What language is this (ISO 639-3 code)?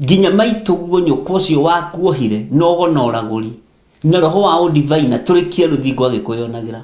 kik